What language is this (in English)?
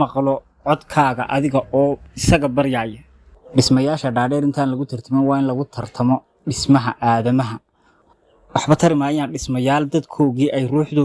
Somali